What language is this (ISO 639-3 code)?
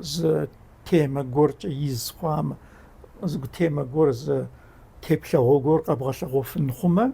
kbd